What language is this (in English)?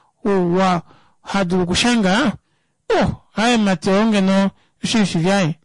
Kuanyama